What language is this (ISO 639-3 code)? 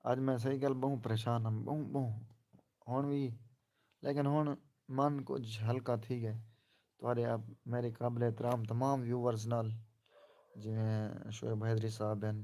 skr